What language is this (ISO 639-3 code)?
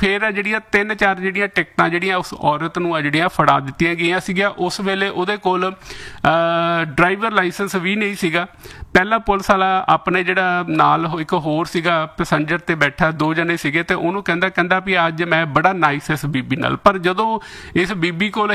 pan